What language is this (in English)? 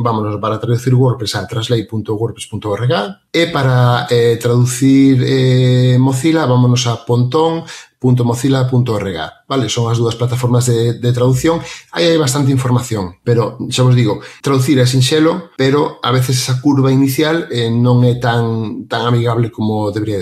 Galician